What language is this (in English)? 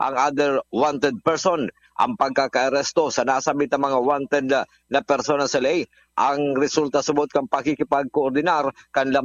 Bikol